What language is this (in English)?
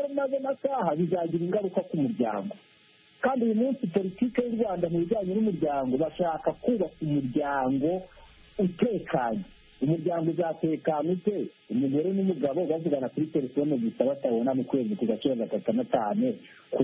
Kinyarwanda